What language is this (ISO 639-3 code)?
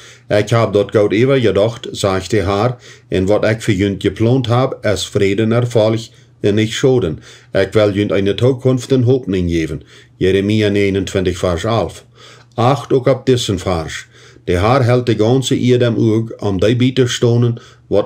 pdt